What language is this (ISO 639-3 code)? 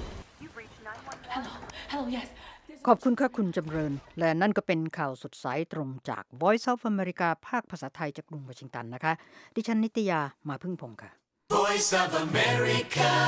tha